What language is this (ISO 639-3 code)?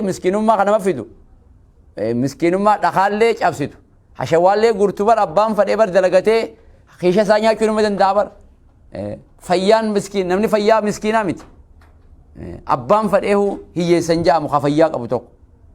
orm